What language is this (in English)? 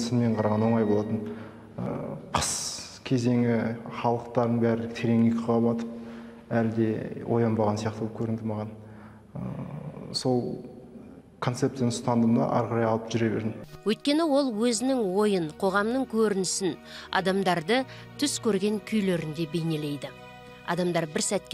Kazakh